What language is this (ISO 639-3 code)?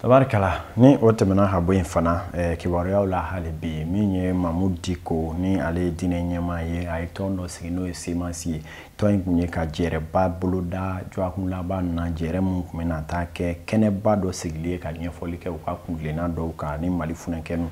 bam